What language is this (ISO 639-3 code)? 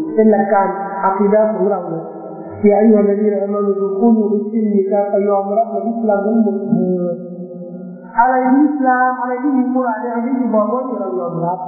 tha